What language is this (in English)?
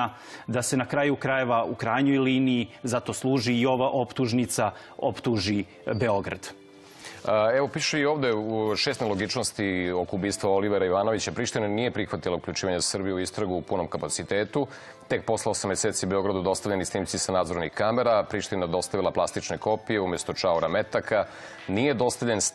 Serbian